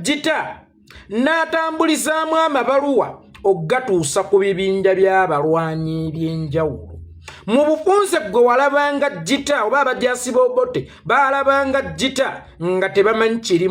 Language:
Ganda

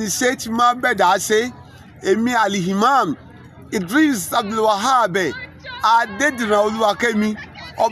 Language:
Yoruba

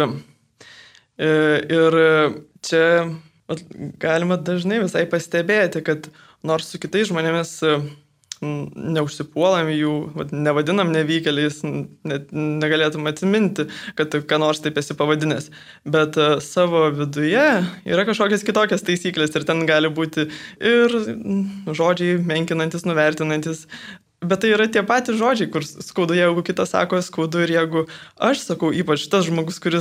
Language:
Lithuanian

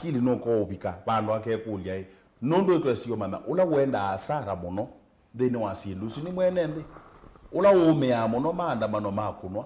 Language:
Kamba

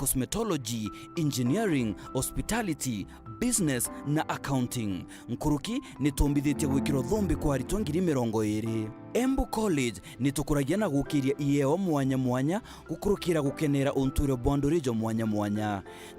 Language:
Meru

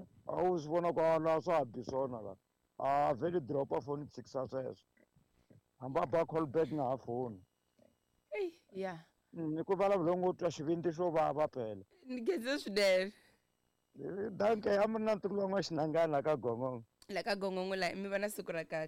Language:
Tsonga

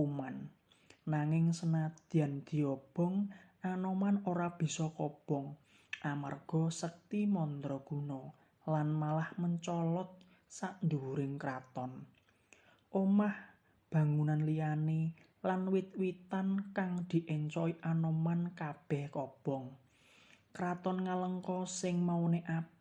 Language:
Javanese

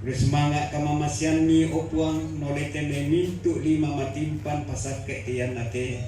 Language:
Toraja-Sa'dan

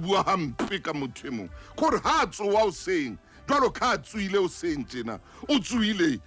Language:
Southern Sotho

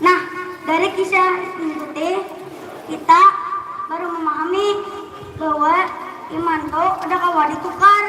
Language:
Banjar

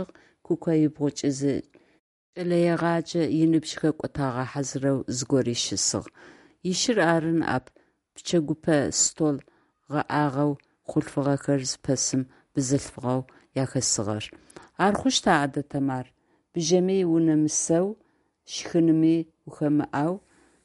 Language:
Adyghe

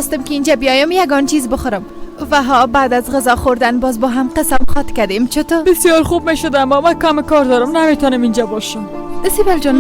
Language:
Tajik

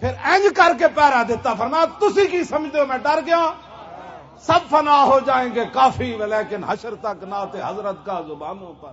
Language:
Western Panjabi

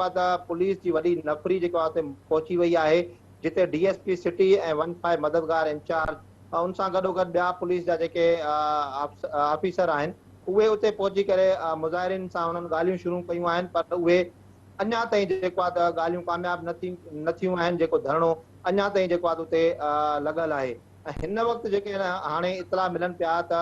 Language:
Sindhi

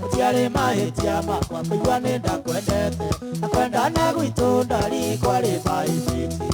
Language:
Kikuyu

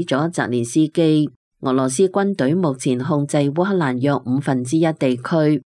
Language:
Cantonese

